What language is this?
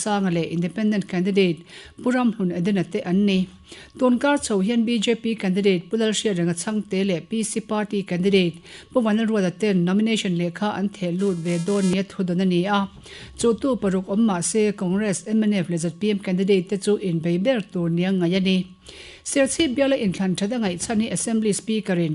Mizo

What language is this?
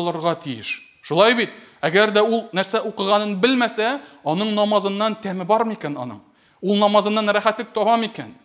Tatar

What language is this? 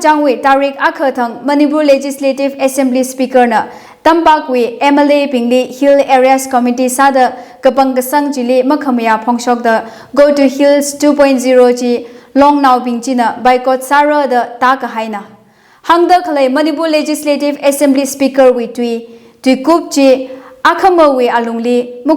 Tangkhul Naga (India)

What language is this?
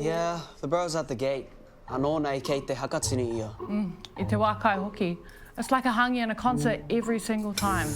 Māori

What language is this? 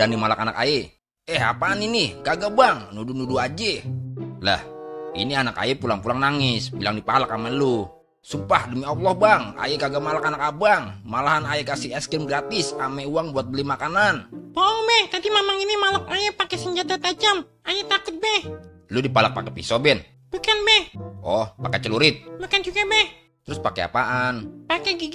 Betawi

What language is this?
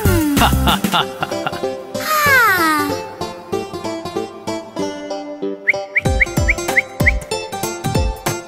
Bhojpuri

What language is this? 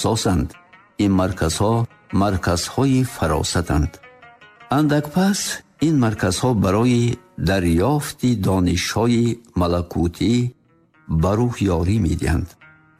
Tajik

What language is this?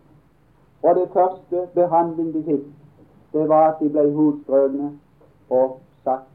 Norwegian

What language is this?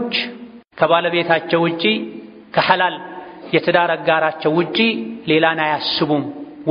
Amharic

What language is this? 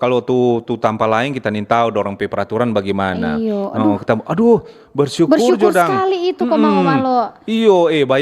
Manado Malay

